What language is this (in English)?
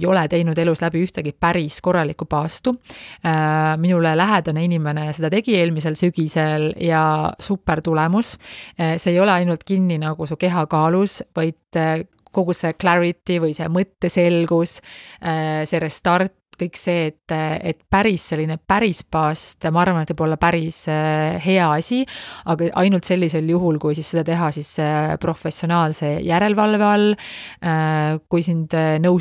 Estonian